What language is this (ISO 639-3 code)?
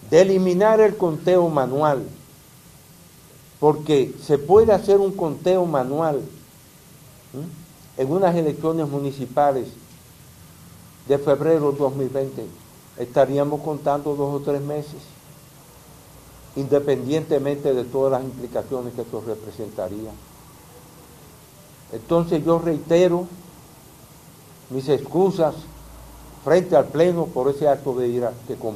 spa